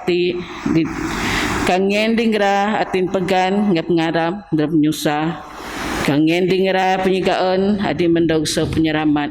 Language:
Biatah Bidayuh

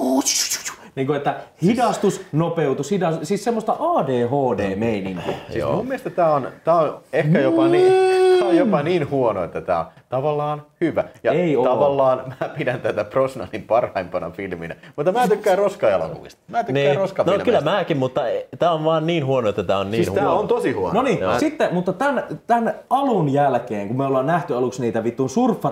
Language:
Finnish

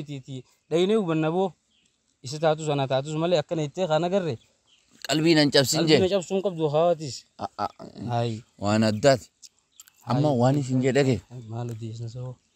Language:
Oromo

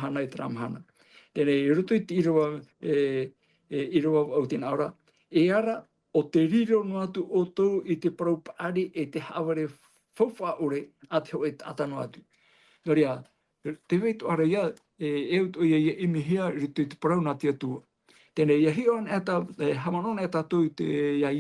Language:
Tahitian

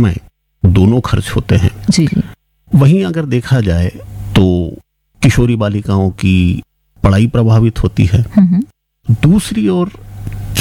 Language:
Hindi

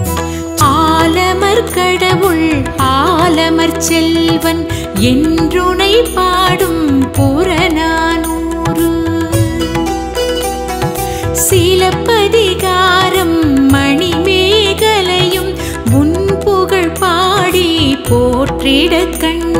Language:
Tamil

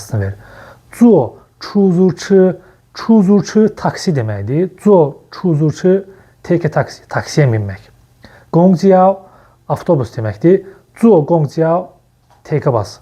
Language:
Azerbaijani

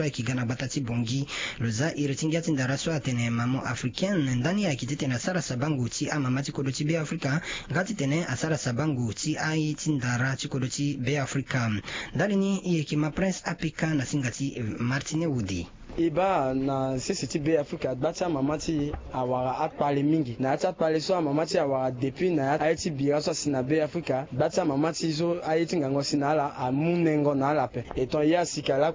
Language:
Sango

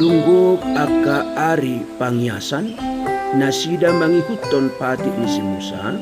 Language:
Batak Toba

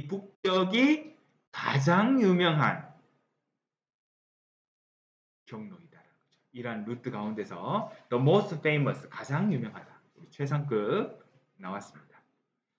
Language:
Korean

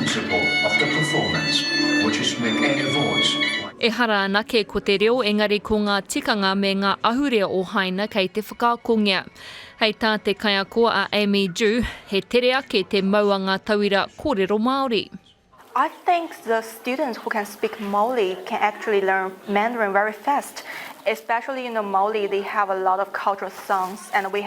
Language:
Māori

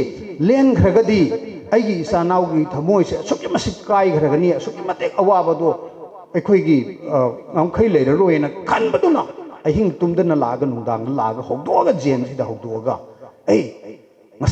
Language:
Manipuri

